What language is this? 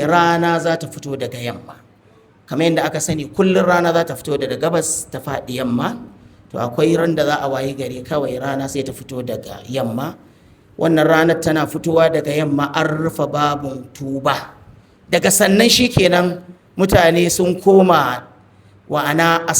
Hausa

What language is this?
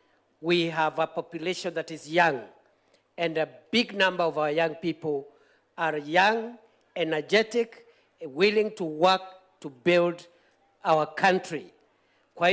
Meru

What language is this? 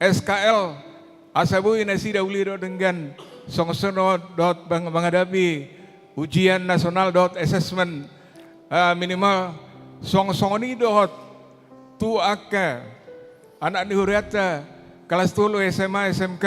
Batak Toba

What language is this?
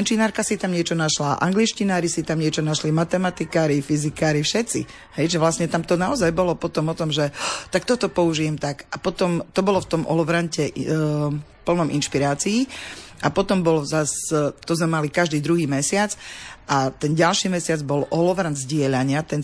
Slovak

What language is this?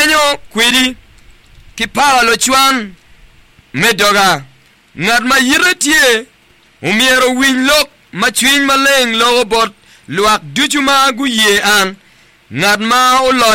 Acoli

